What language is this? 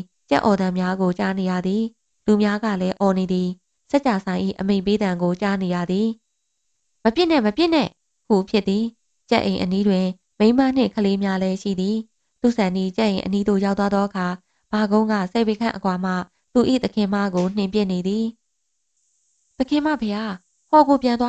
Burmese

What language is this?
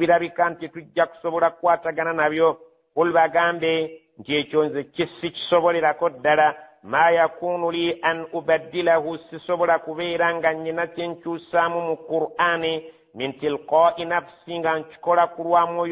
Ganda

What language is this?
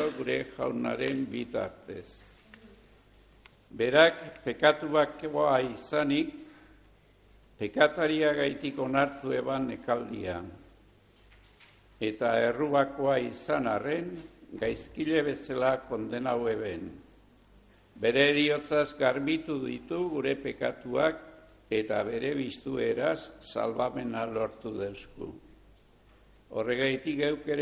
Basque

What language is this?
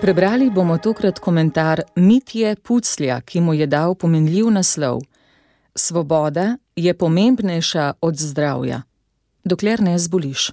Slovenian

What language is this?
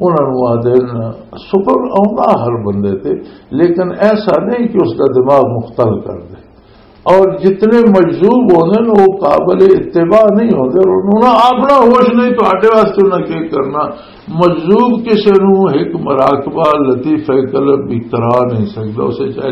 Western Panjabi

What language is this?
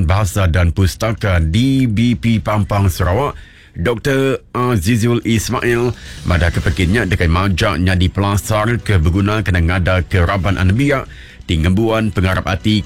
Iban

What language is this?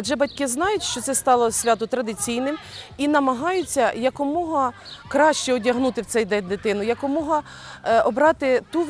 Ukrainian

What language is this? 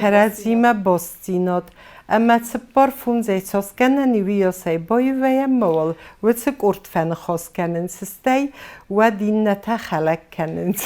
Ossetic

